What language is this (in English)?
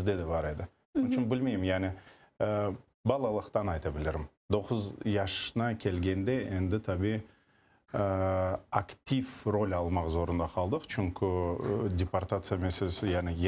Crimean Tatar